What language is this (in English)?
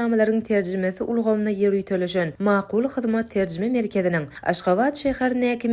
Turkmen